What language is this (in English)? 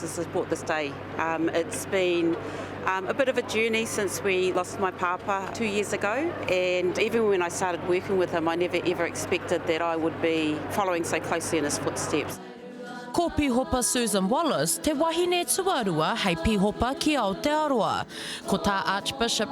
Māori